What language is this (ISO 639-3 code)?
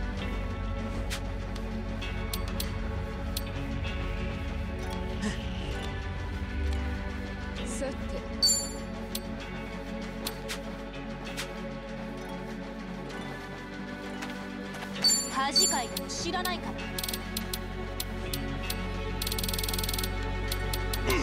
jpn